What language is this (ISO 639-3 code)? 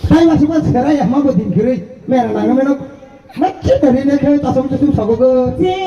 trp